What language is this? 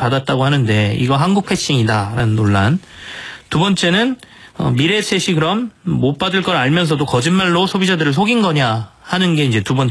Korean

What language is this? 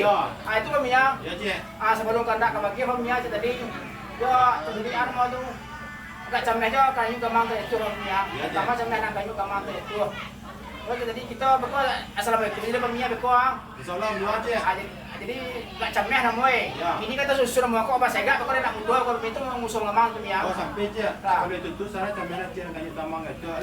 Minangkabau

